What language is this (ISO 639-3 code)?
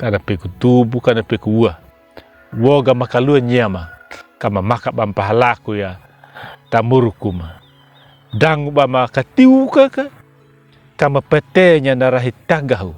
akg